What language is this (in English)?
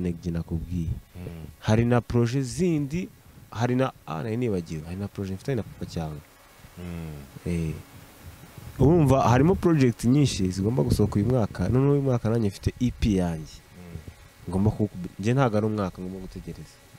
Kinyarwanda